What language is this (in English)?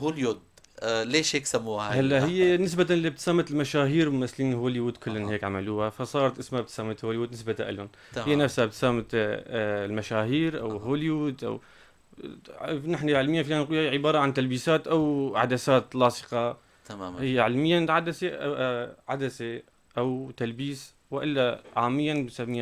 North Levantine Arabic